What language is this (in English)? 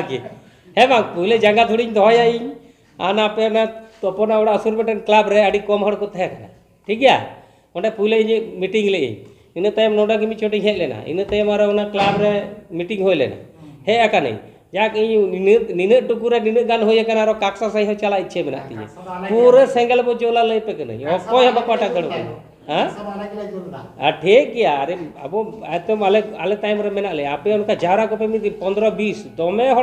Santali